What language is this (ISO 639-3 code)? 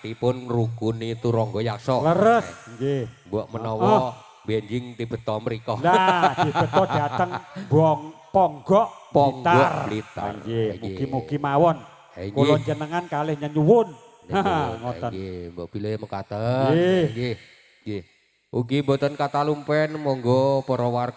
jav